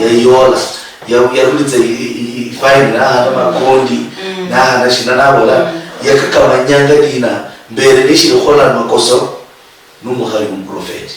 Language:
Luyia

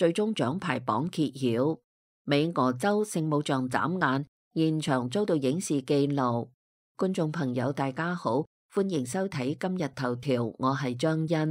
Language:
Cantonese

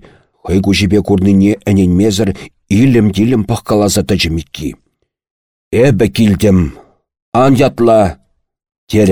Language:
Chuvash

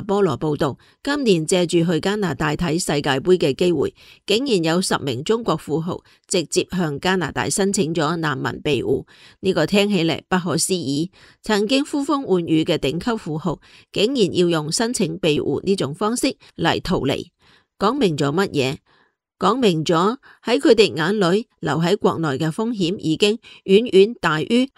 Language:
Cantonese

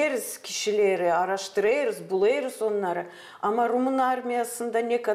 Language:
Gagauz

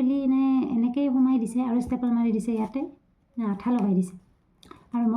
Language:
Assamese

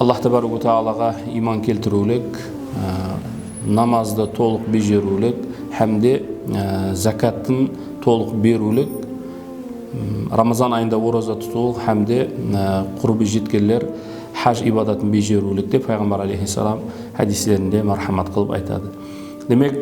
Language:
Kara-Kalpak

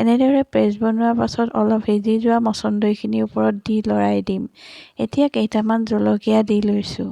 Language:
Assamese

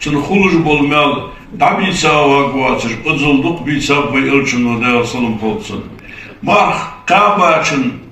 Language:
Ingush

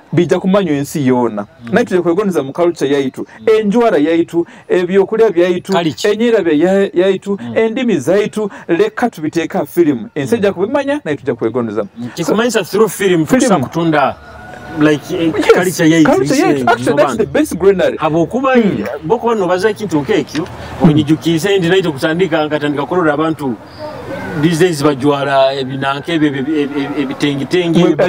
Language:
Nyoro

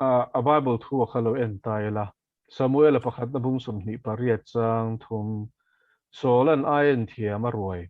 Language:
Mizo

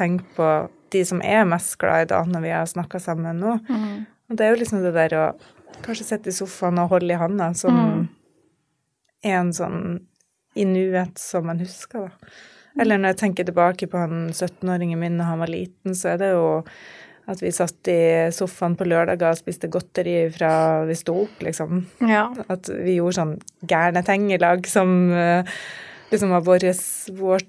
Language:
Norwegian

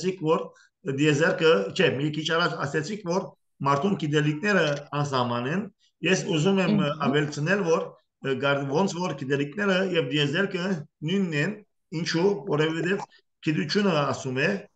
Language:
Armenian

